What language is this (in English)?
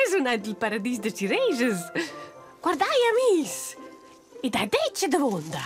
Romansh